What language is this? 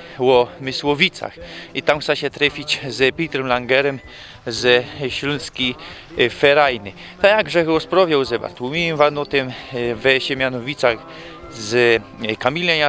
Silesian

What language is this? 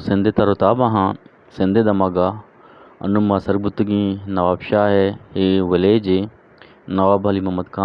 Eastern Balochi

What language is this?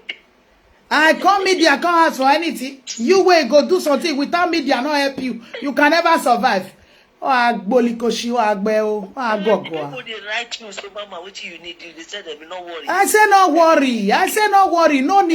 Nigerian Pidgin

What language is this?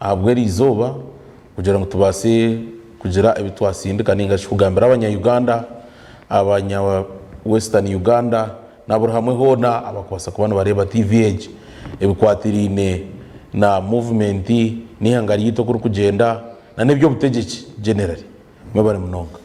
Nyankole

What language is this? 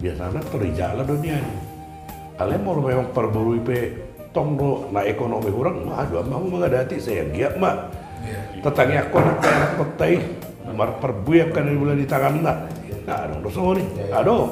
Batak Toba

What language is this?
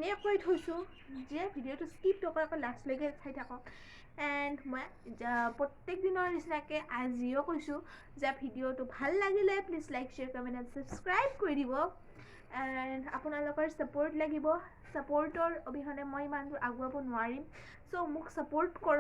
Assamese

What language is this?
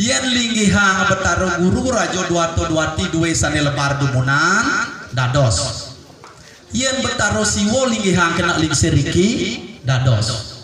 Balinese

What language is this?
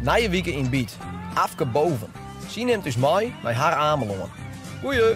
Western Frisian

